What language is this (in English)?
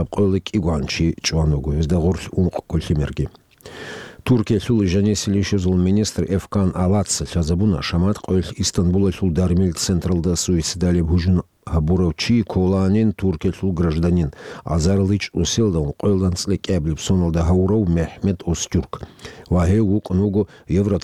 Avaric